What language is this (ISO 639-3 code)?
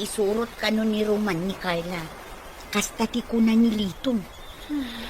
ilo